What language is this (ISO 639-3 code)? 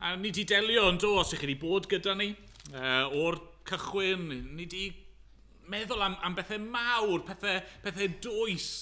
cym